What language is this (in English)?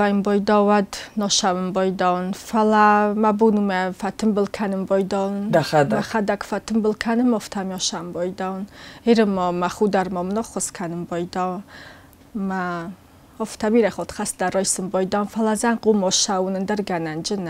Ossetic